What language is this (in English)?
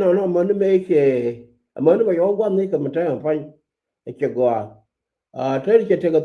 Nuer